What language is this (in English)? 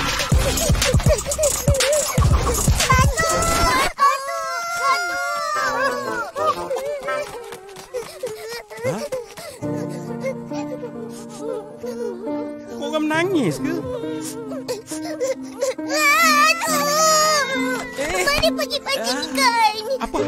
Malay